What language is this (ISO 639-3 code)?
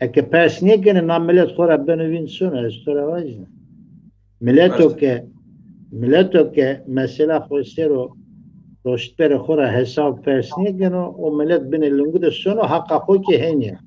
zza